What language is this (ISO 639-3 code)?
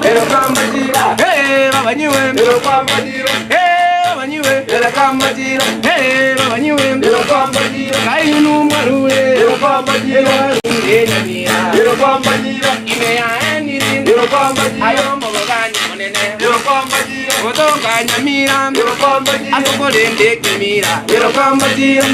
guz